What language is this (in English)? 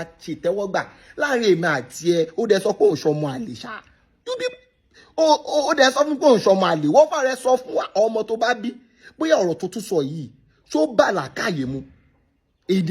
Yoruba